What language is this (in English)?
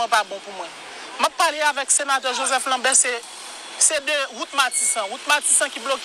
Haitian Creole